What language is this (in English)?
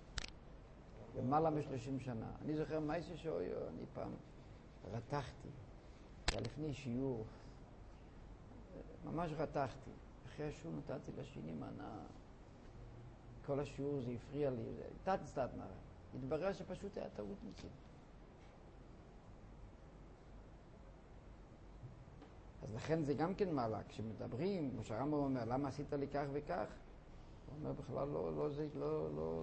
Hebrew